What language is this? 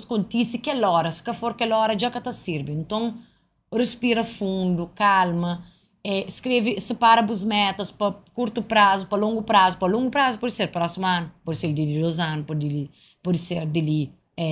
Kabuverdianu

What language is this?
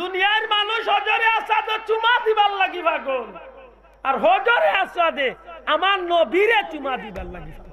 Sylheti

